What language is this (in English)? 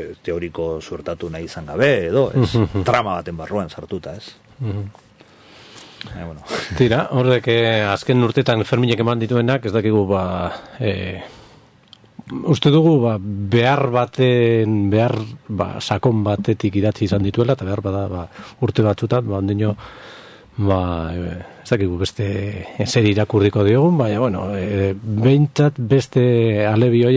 Basque